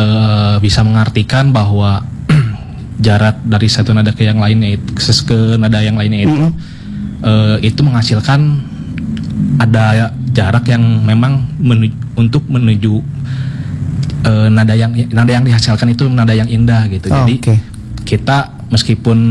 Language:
Indonesian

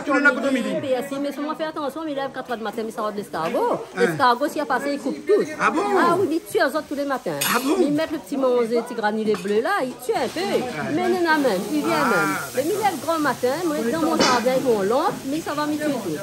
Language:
Réunion Creole French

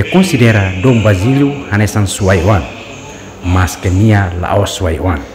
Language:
Tetum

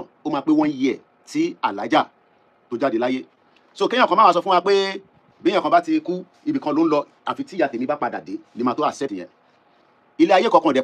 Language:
Yoruba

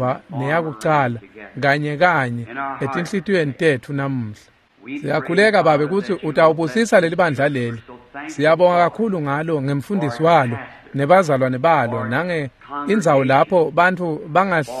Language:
Swati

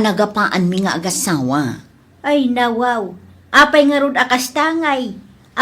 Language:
Iloko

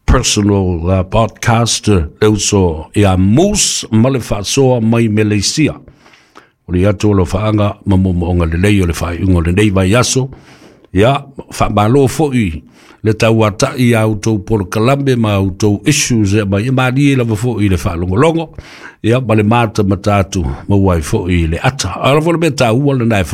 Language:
Samoan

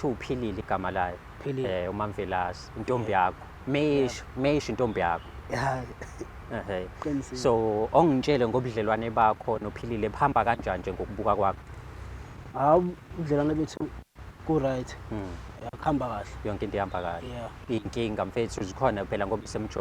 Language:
Zulu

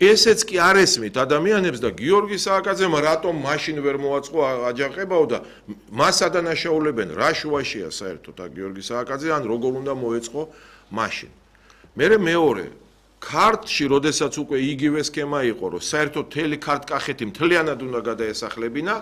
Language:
Georgian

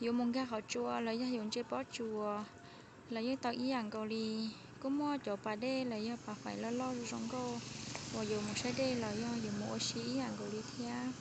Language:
Hmong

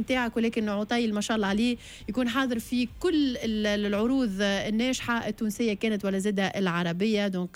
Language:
Tunisian Arabic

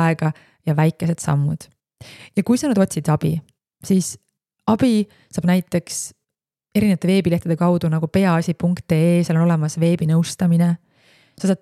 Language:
Estonian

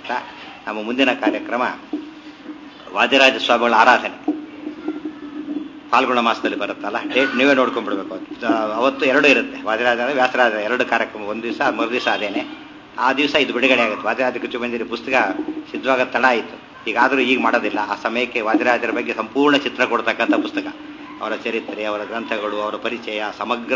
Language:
Kannada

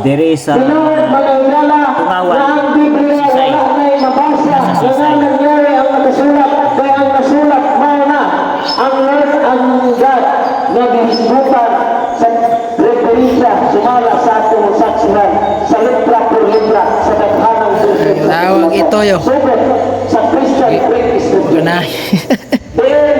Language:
Cebuano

